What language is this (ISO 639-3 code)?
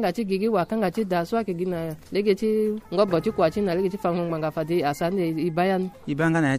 sag